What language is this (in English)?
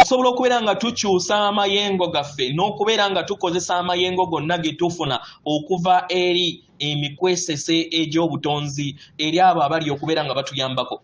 Ganda